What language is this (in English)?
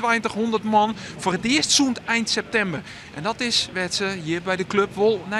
Western Frisian